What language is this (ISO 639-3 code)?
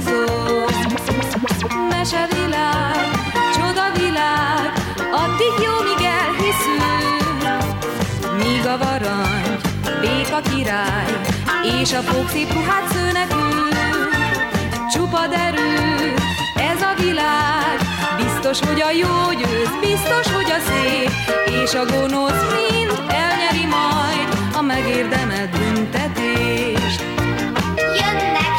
hun